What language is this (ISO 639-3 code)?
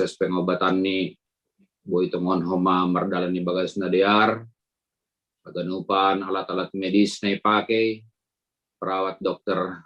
bts